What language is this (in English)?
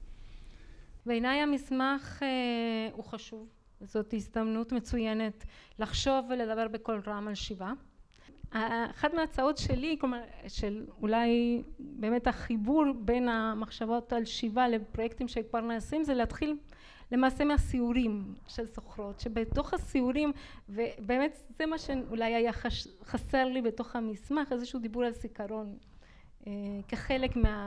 Hebrew